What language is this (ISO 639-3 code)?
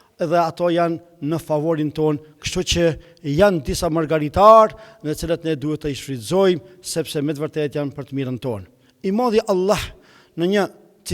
sqi